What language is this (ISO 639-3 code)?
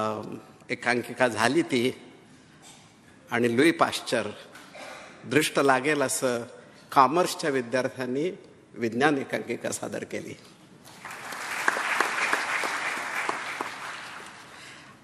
mar